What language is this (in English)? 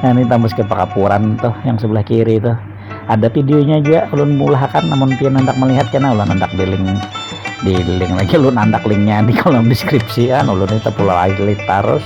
Banjar